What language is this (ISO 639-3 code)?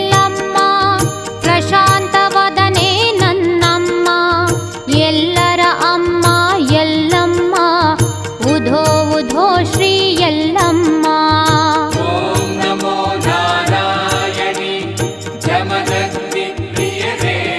kan